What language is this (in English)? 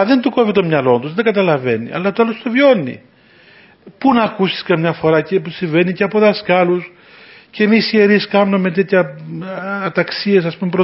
Greek